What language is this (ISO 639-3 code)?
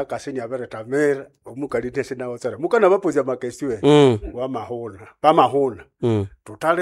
nnb